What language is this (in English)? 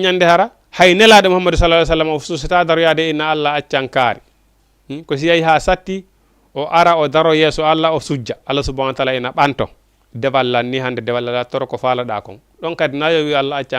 Fula